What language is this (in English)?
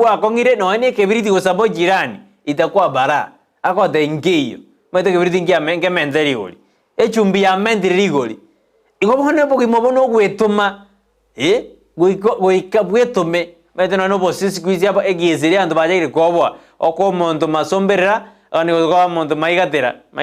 Gusii